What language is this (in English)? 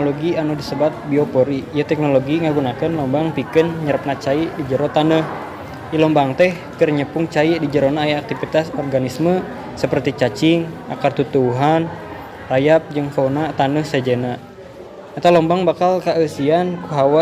Sundanese